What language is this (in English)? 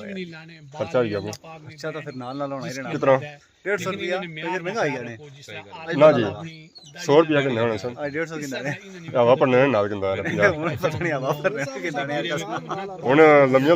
Pahari-Potwari